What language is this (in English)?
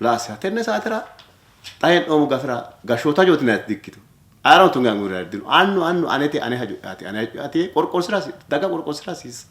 Sidamo